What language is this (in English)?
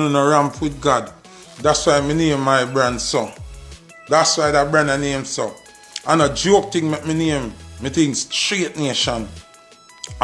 Jamaican Creole English